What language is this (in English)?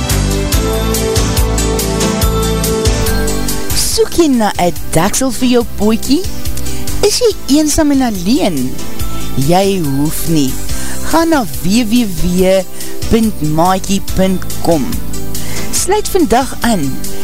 Afrikaans